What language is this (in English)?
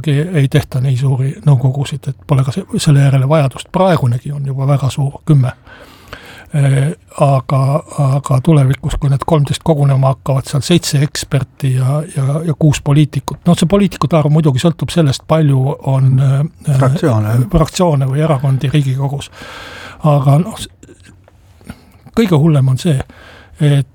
Estonian